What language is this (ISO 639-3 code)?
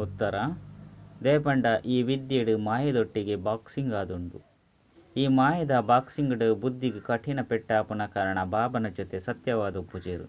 tcy